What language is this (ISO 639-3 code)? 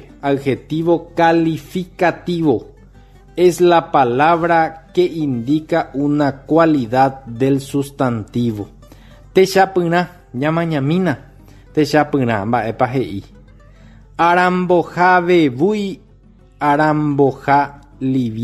grn